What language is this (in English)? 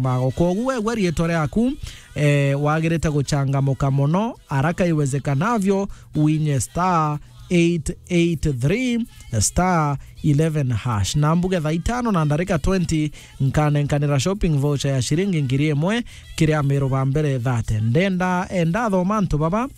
Meru